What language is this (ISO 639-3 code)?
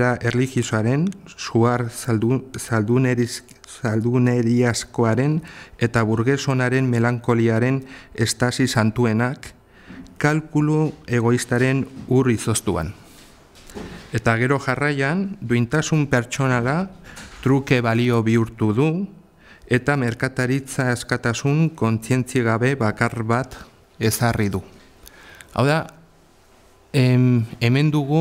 eus